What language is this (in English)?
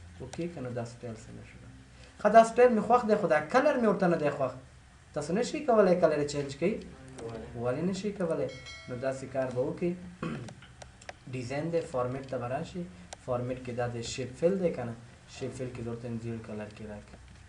Pashto